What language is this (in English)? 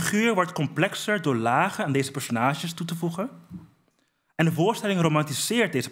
Dutch